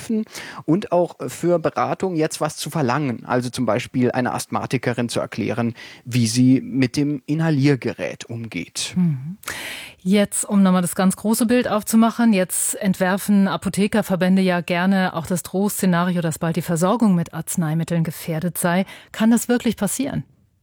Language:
German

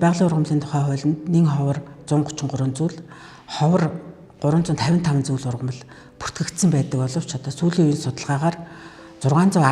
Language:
Mongolian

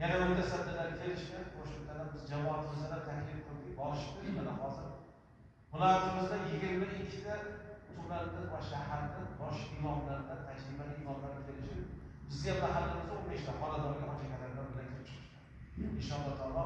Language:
Uzbek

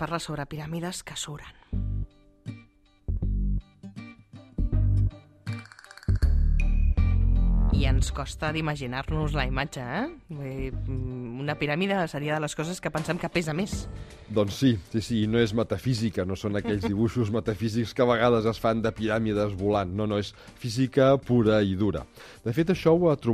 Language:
Catalan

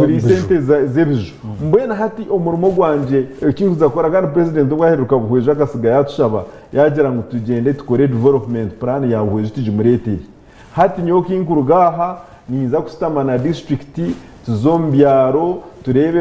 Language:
Nyankole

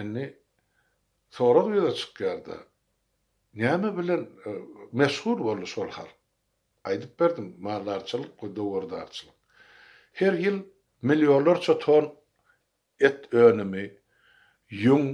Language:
Turkmen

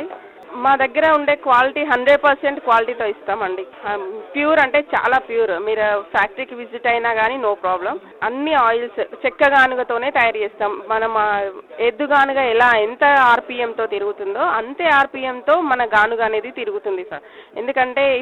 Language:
Telugu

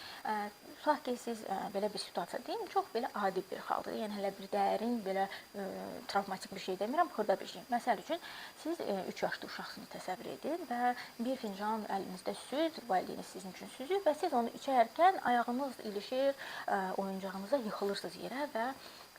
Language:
Azerbaijani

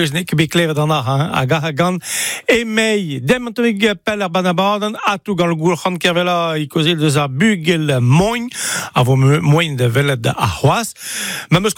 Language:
Breton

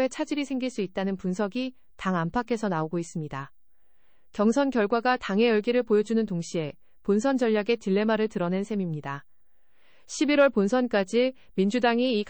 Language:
Korean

